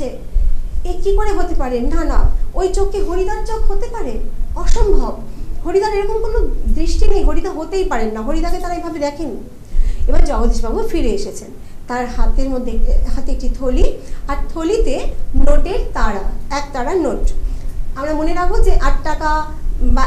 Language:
Bangla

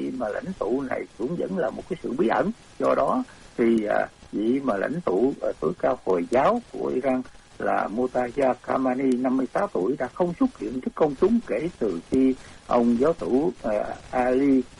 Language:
Vietnamese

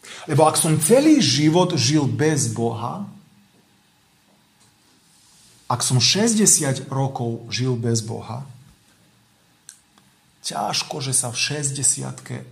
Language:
Slovak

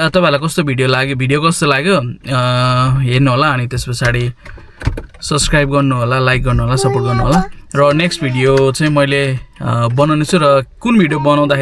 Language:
Nepali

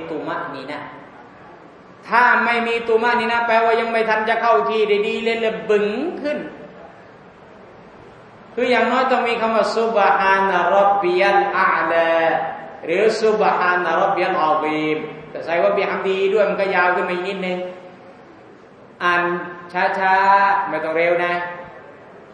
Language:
Thai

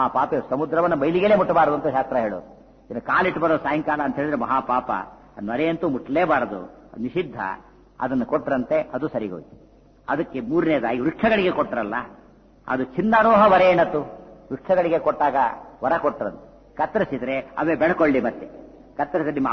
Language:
Kannada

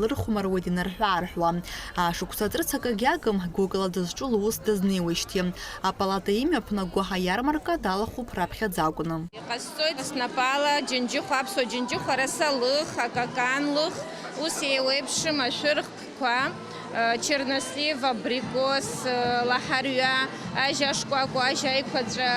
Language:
Abkhazian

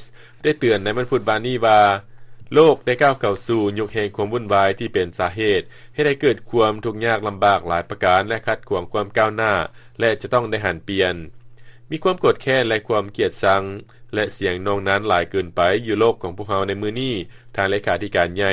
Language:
Lao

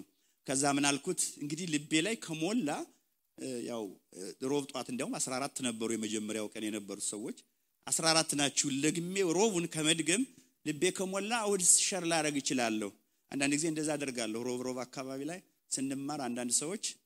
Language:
Amharic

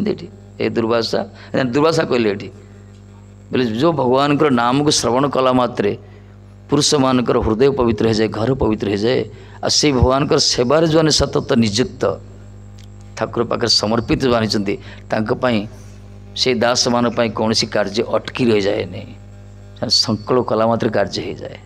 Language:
Odia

